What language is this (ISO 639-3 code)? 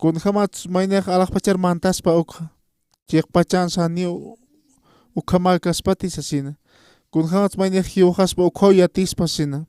aym